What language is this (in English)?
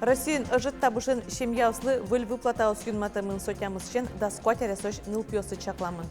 Udmurt